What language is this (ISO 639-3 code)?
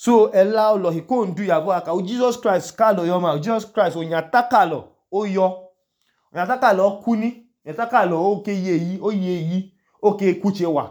idu